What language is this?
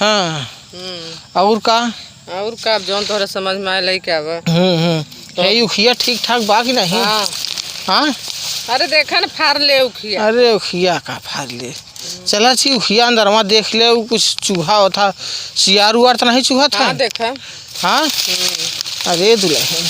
Awadhi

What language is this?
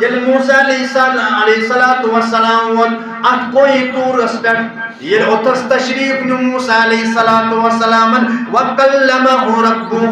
Kashmiri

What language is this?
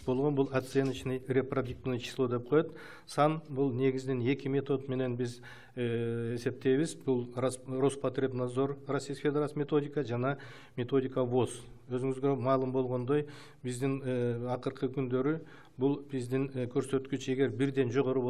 Kyrgyz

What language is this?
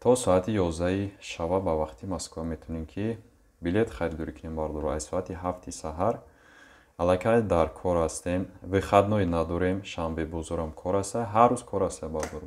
Tajik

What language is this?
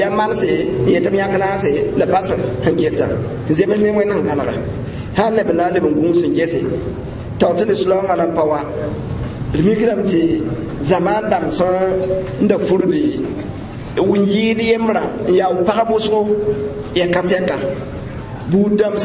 Mossi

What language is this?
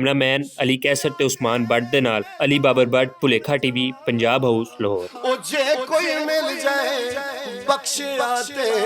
Western Panjabi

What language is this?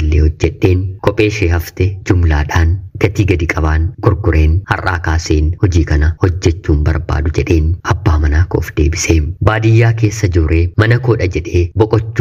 Oromo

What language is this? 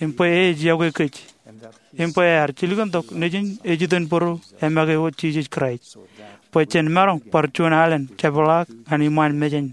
Marshallese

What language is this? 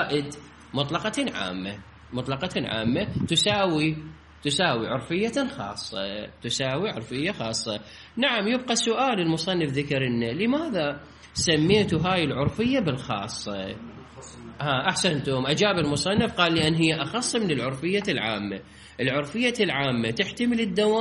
Mesopotamian Arabic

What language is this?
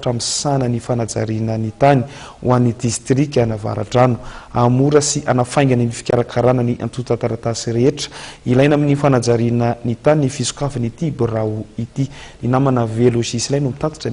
Malagasy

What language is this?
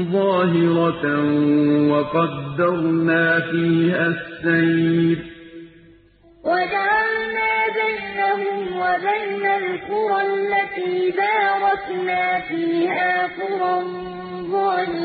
Arabic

